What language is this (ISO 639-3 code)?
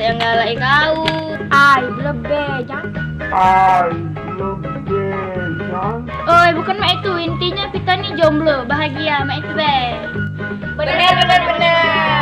mui